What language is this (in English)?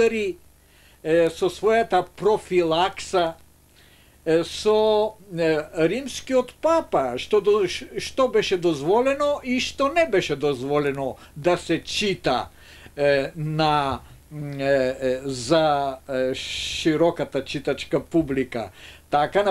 Macedonian